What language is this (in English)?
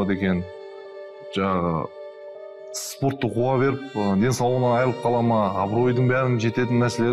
Kazakh